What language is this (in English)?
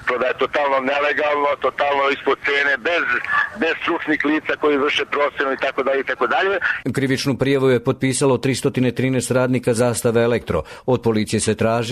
Serbian